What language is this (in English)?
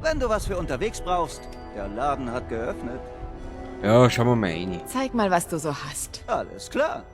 Bavarian